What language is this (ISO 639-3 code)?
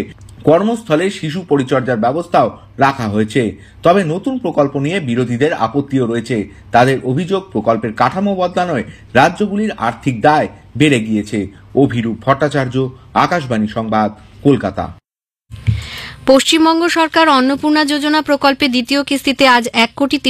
ben